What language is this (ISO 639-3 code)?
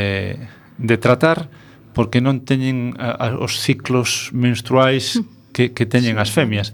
glg